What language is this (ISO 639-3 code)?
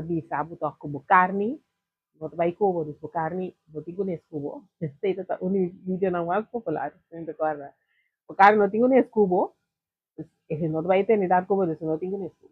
pap